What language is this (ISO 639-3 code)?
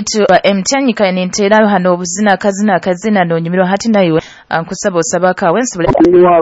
nyo